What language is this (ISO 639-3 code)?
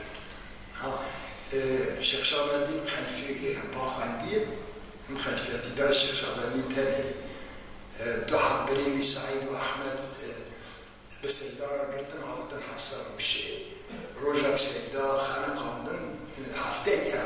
kur